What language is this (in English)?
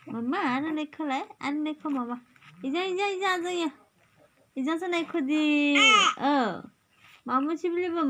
Kok Borok